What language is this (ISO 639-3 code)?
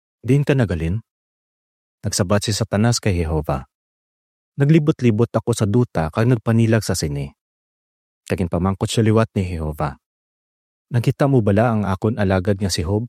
hil